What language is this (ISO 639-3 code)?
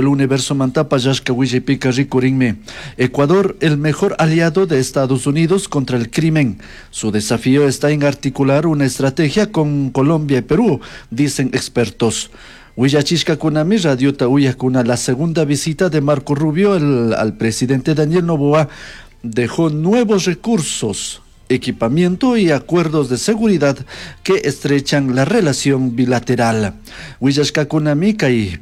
qug